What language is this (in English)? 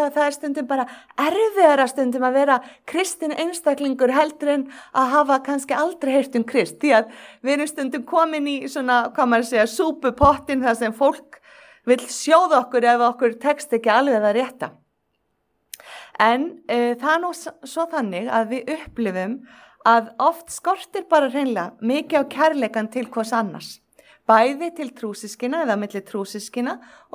Icelandic